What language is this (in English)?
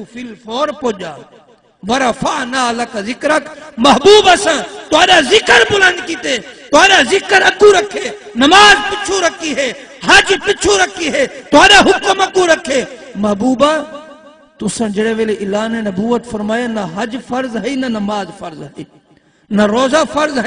Saraiki